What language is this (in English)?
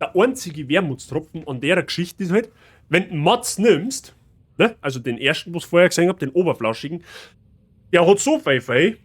Bavarian